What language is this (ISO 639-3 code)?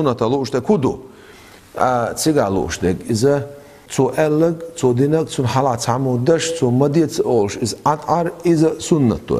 che